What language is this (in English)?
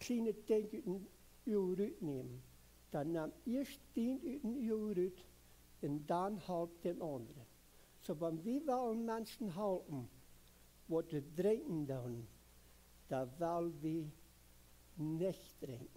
Plautdietsch